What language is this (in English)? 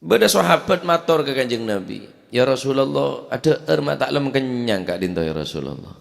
Madurese